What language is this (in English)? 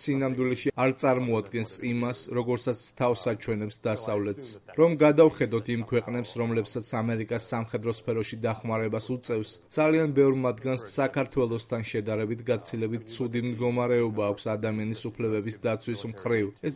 Georgian